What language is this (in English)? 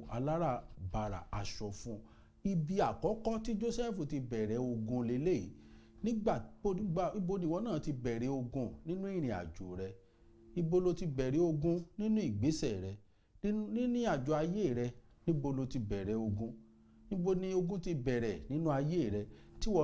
Yoruba